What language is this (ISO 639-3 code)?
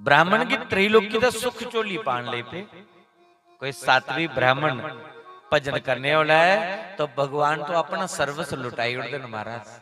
doi